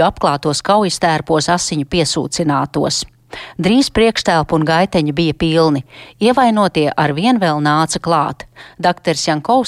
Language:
Latvian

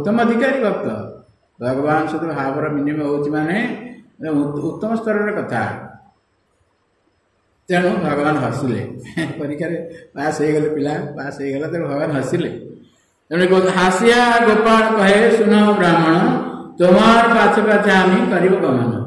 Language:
Odia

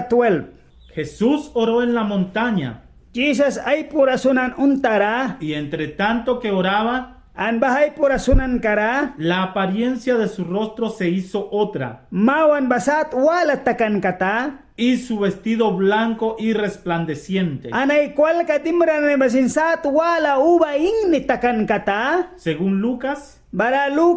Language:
Mískito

